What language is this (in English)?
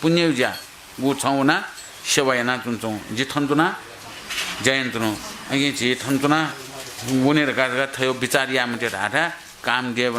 Newari